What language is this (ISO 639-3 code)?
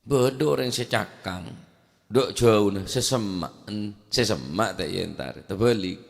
mad